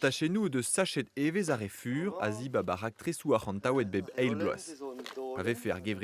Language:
Breton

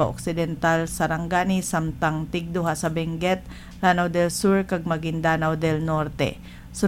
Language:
Hiligaynon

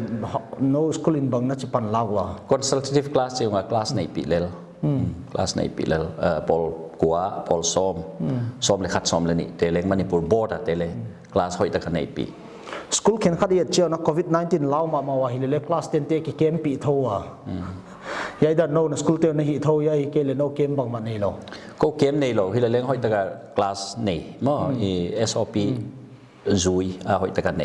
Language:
Paite Chin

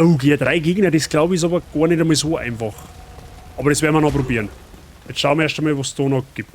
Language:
Bavarian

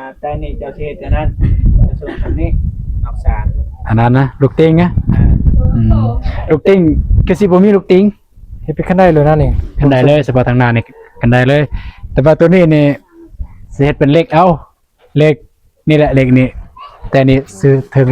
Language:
Northeastern Thai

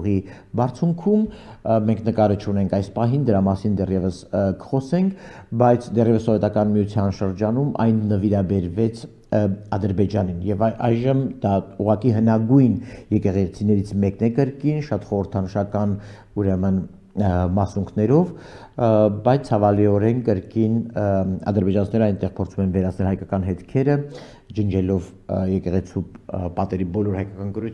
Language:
Armenian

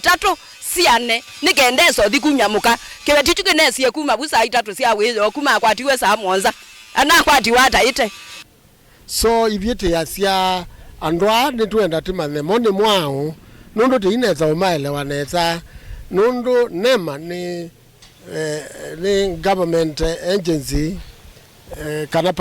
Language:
Kamba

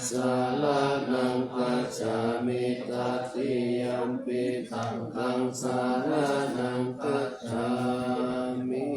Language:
Pali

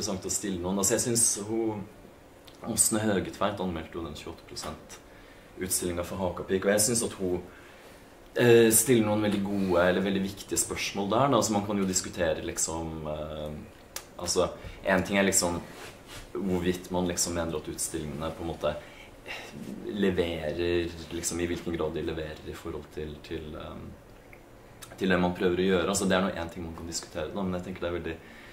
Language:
Norwegian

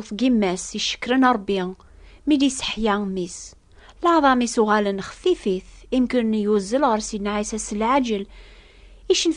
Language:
Kabyle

